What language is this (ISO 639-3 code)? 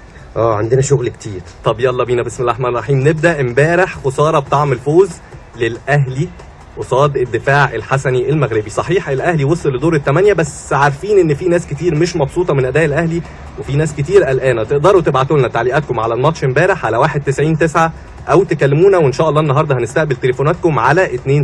arz